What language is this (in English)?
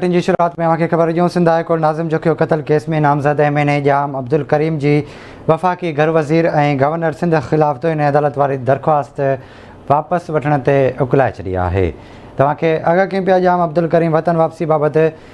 Sindhi